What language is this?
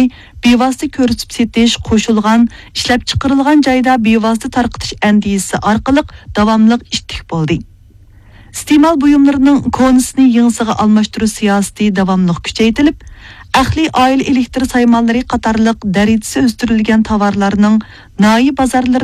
Uyghur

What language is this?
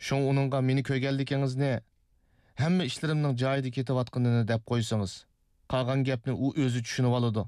Uyghur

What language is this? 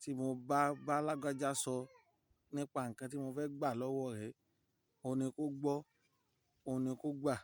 Yoruba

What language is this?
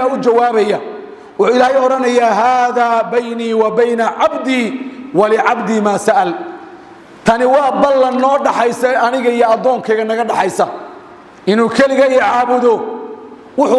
Somali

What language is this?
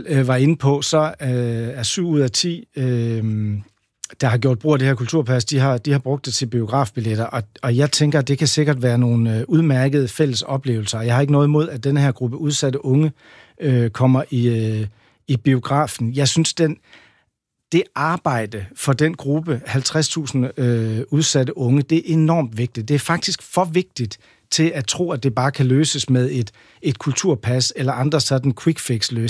Danish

